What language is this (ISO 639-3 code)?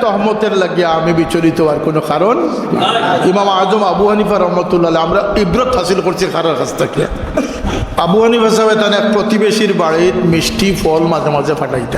syl